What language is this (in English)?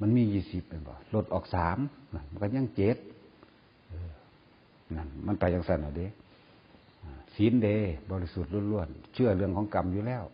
Northeastern Thai